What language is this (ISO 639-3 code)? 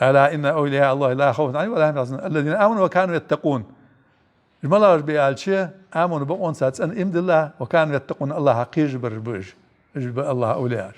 inh